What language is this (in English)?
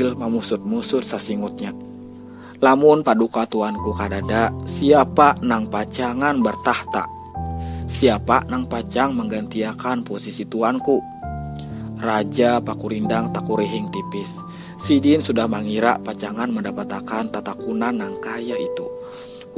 Banjar